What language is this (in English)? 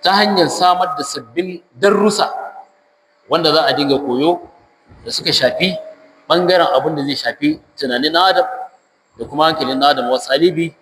Hausa